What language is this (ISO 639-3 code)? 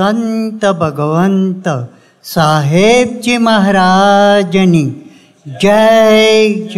guj